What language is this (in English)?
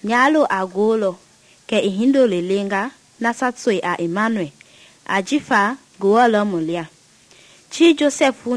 Mende